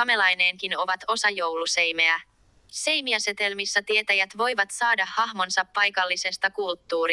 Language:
Finnish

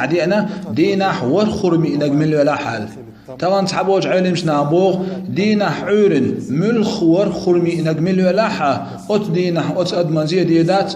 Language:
Chechen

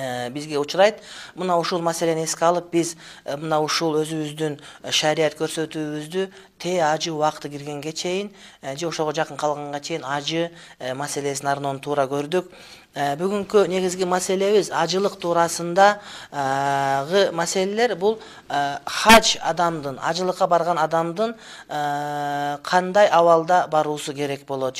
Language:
Kyrgyz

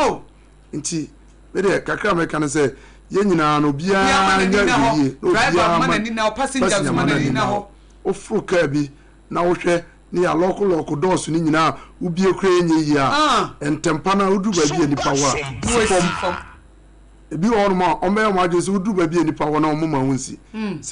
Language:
Akan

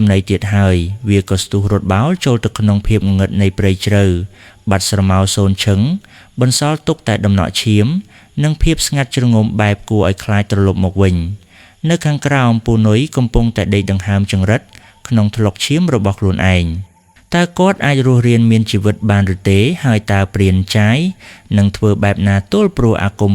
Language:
Khmer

